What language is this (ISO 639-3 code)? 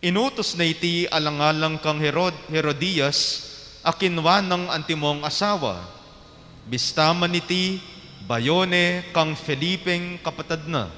pam